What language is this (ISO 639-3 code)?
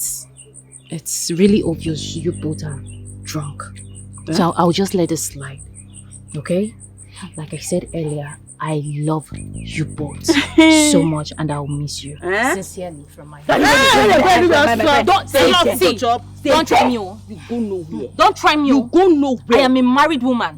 pcm